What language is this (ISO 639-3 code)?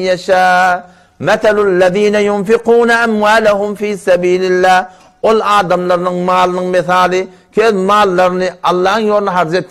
tuk